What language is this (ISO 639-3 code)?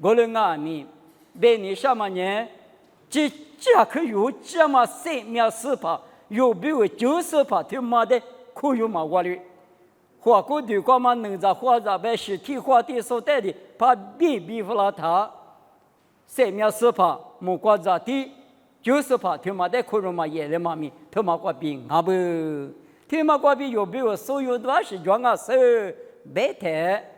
lis